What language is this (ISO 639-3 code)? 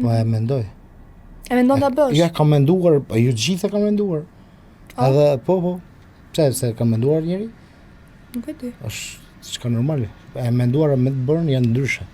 sqi